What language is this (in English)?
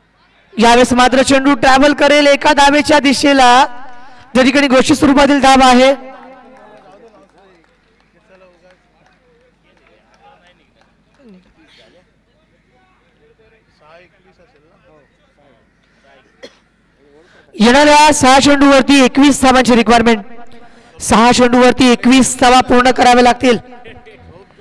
Marathi